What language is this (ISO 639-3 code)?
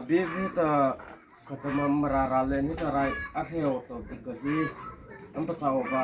mrh